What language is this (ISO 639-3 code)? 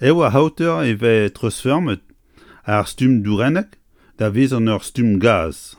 bre